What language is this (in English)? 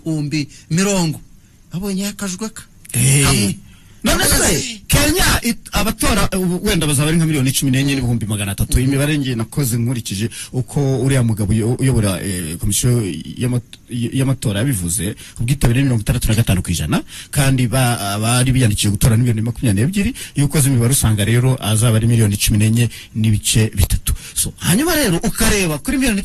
Kinyarwanda